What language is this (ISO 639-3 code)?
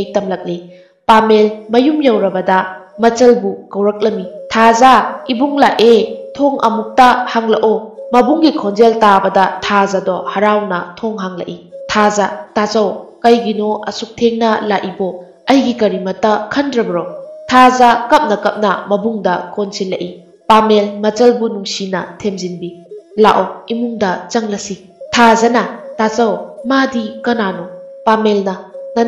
mni